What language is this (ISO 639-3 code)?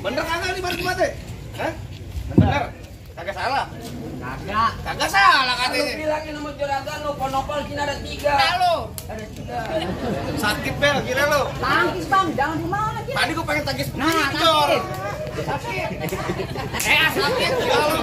bew